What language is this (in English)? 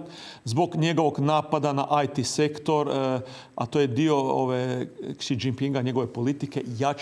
Croatian